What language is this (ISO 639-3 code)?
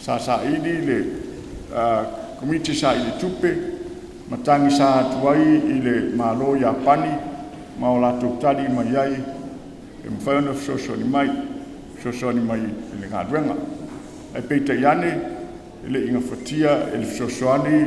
smo